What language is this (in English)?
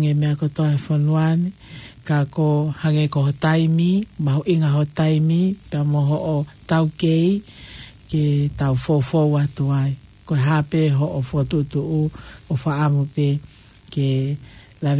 Tongan